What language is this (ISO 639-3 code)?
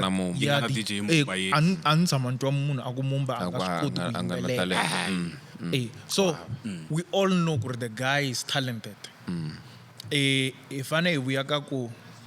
tso